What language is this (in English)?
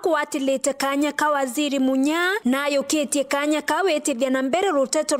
Meru